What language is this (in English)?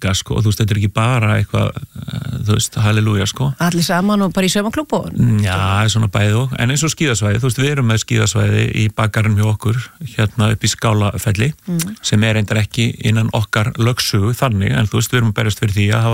Icelandic